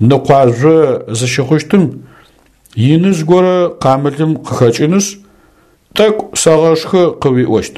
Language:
Adyghe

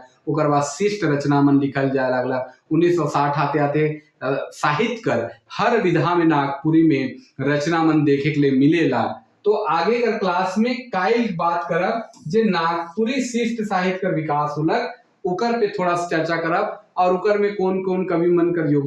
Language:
Sadri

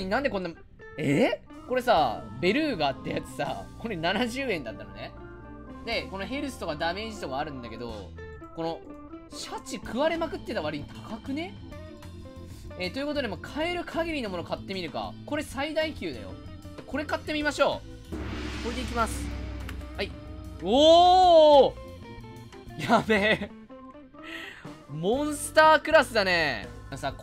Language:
Japanese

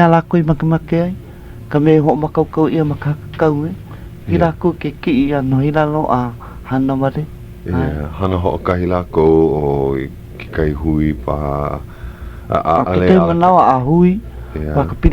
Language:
Hawaiian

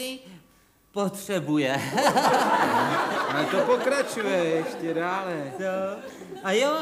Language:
Czech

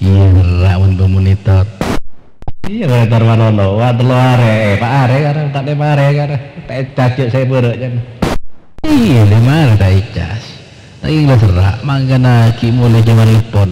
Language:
Madurese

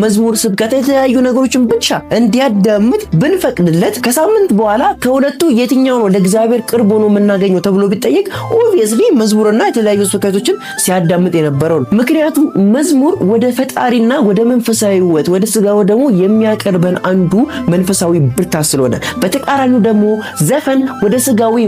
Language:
Amharic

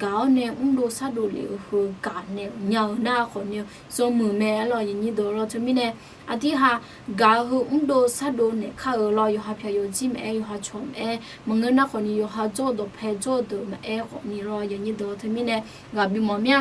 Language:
Akha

